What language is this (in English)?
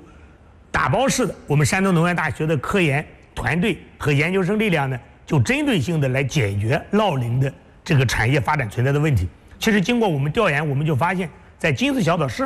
Chinese